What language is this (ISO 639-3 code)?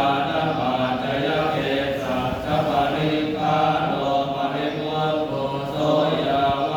pli